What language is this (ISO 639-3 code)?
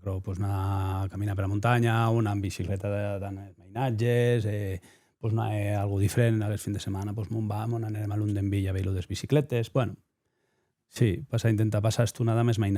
oci